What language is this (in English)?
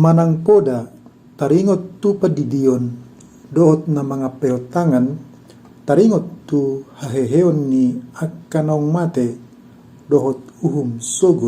Batak Toba